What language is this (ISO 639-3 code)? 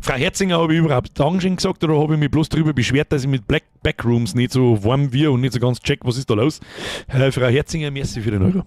bar